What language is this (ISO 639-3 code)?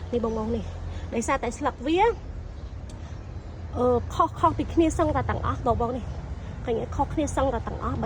khm